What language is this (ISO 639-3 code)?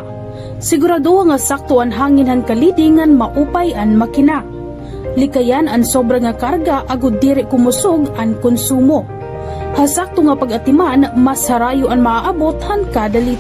war